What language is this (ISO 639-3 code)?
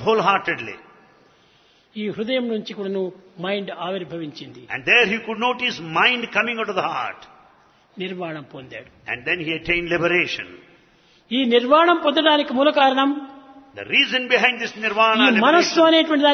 tel